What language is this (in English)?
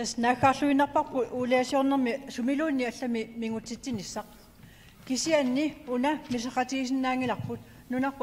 Kalaallisut